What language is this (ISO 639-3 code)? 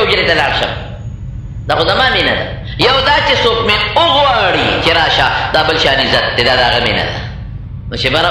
pus